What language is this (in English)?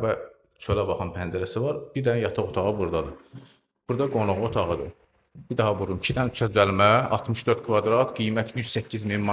Azerbaijani